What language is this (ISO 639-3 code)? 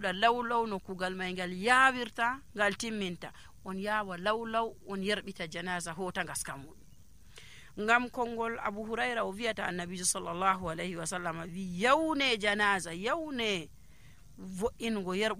fuv